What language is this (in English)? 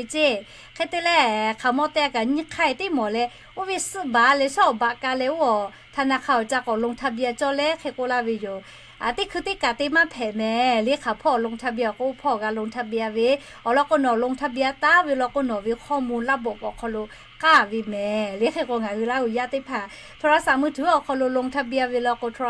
Lahu